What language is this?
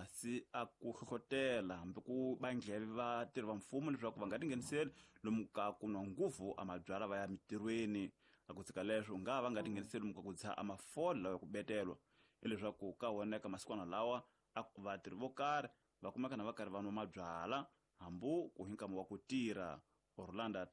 Tsonga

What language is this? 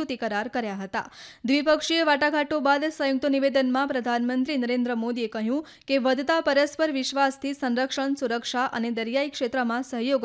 Gujarati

